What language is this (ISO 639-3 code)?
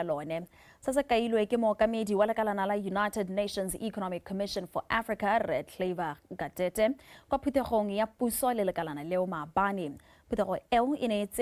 tsn